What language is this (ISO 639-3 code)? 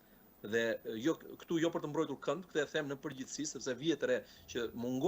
sqi